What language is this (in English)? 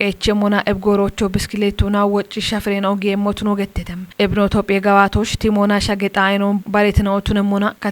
Kafa